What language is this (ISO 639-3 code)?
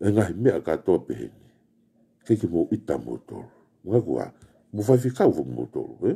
ton